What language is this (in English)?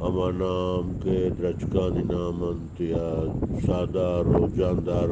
Eastern Balochi